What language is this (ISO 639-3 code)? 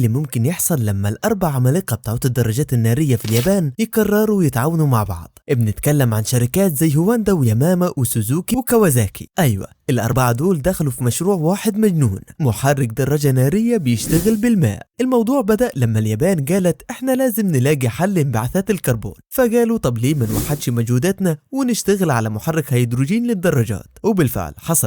arz